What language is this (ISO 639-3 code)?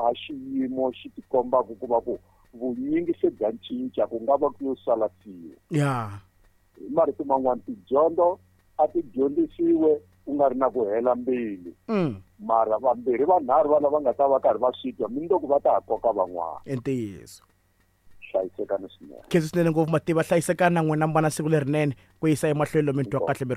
tso